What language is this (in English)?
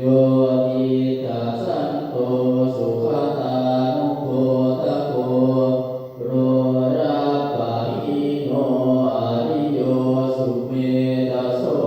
Pali